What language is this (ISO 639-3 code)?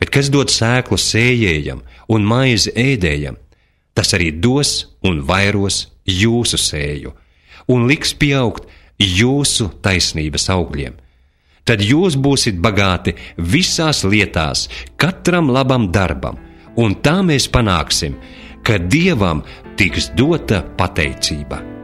lav